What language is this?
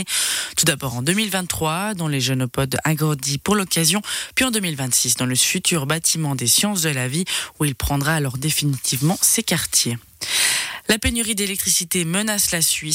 French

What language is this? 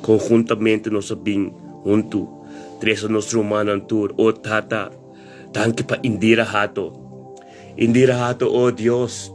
Papiamento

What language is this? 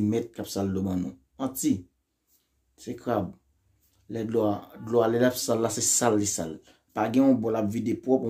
Haitian Creole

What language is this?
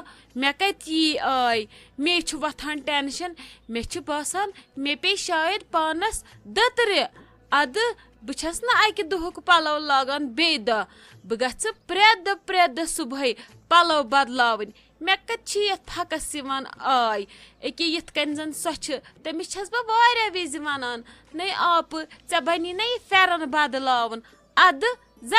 Kashmiri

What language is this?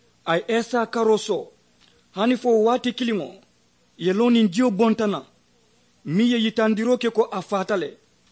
Mandingo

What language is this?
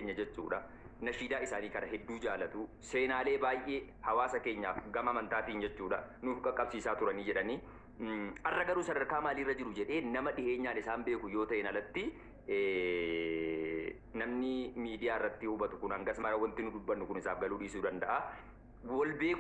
Oromo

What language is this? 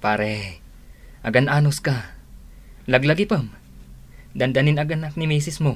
Iloko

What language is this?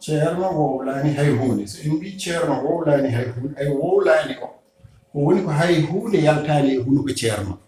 Fula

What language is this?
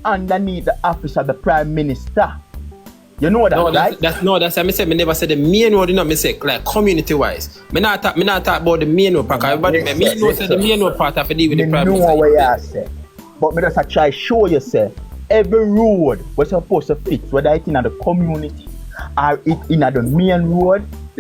Jamaican Creole English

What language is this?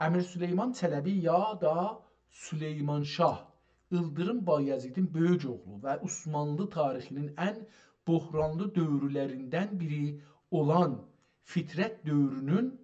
South Azerbaijani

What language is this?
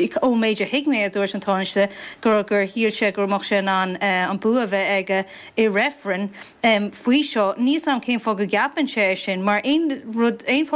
Irish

